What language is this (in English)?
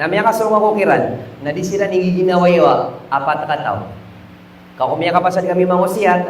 Maranao